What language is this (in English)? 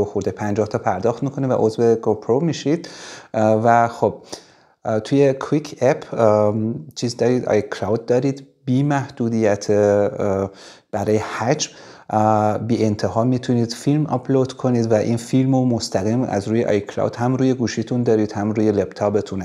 Persian